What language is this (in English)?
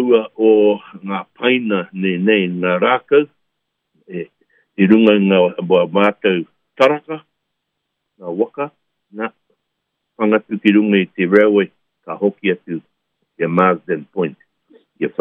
Māori